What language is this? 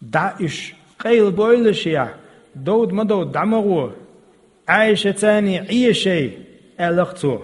Chechen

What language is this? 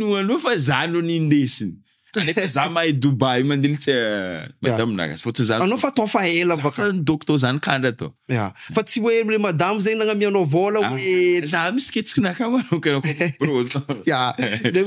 Malagasy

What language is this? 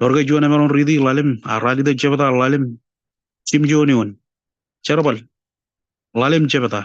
Marshallese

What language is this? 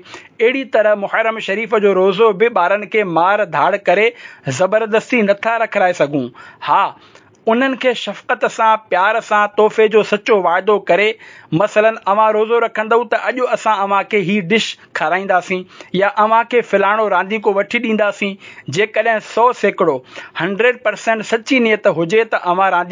Sindhi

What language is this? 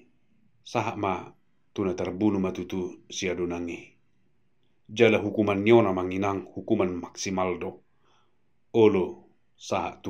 Batak Toba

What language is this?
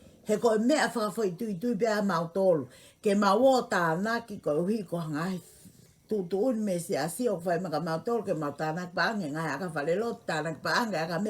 Tongan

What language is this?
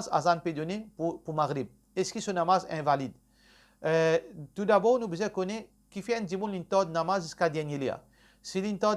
Morisyen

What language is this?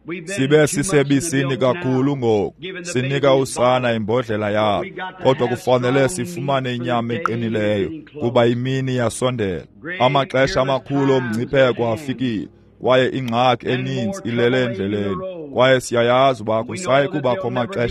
Xhosa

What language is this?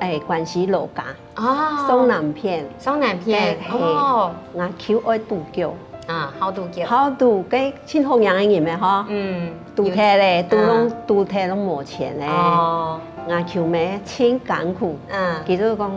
Hakka Chinese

